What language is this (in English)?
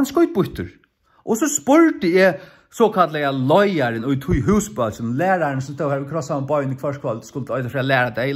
Faroese